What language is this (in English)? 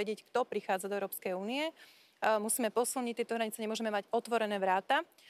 Slovak